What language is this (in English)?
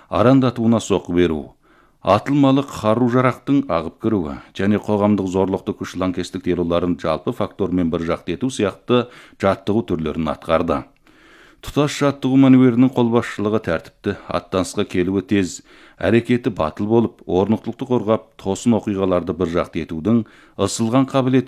Kazakh